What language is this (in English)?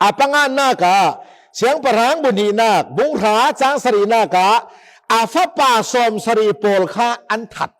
Falam Chin